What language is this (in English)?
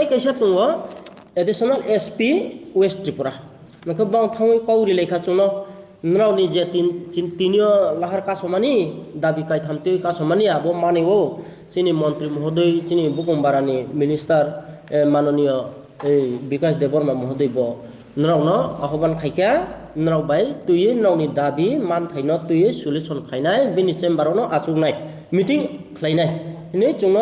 Riang (India)